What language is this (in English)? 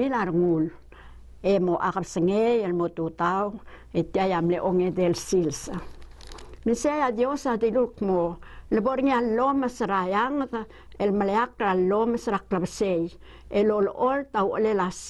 Palauan